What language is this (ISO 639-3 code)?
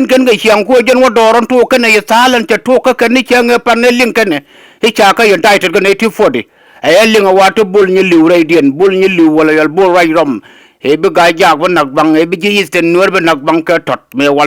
nus